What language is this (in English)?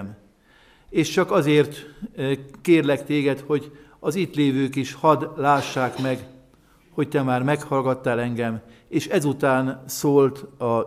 Hungarian